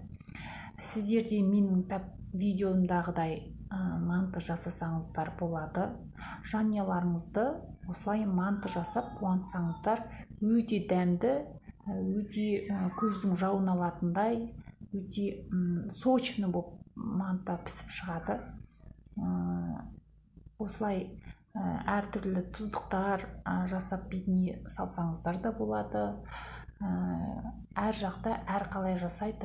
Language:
Kazakh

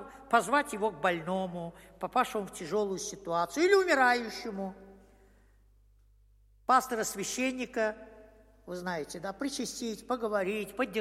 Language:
Russian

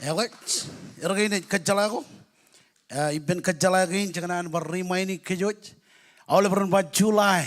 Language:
Marshallese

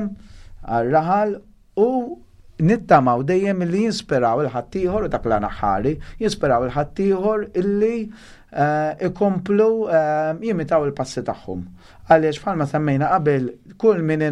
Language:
Maltese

